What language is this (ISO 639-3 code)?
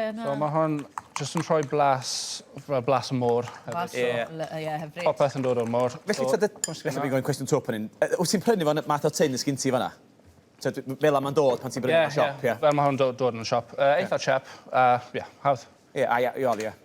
cym